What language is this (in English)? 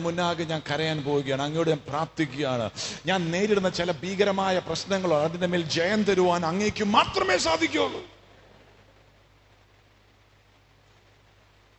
Malayalam